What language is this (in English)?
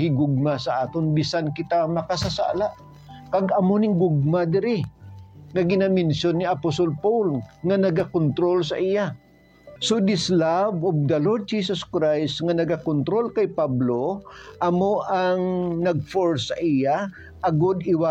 Hiligaynon